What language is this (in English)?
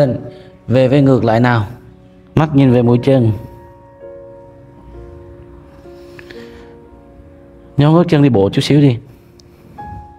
Vietnamese